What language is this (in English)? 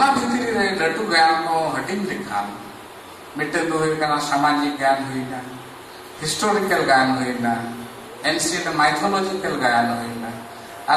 Santali